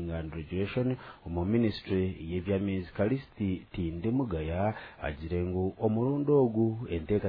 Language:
Nyankole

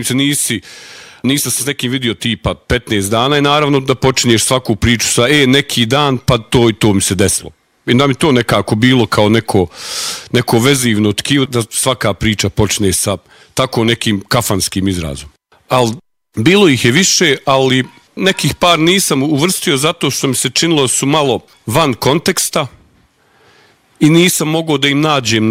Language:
Bosnian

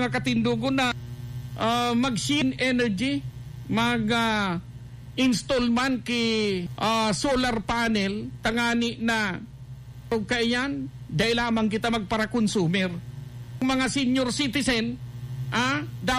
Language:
Bikol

